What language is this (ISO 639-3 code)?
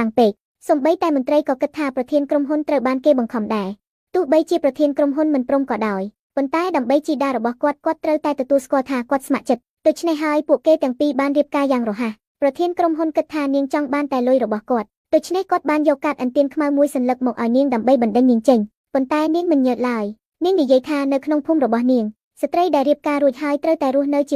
khm